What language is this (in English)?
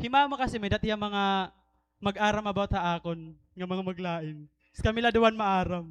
Waray